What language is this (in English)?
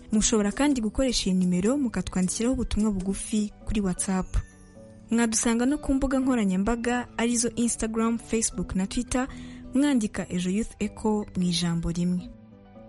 Kinyarwanda